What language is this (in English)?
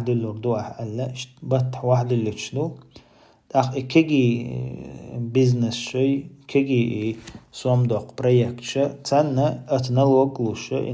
Chechen